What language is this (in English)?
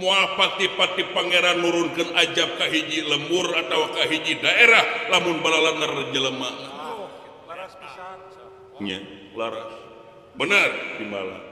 Sundanese